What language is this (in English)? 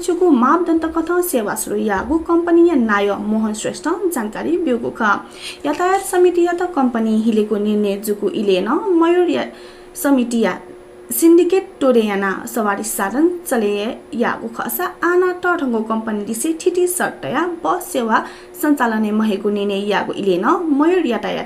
Newari